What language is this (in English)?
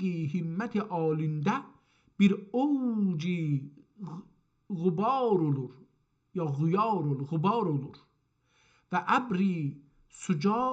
South Azerbaijani